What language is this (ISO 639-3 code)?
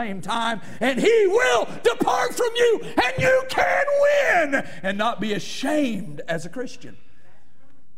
eng